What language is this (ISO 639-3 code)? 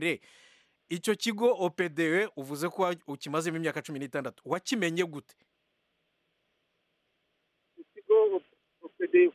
kin